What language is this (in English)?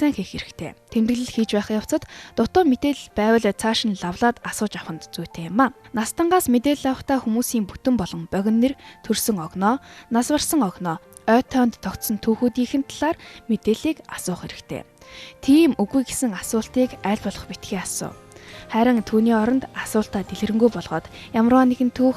Mongolian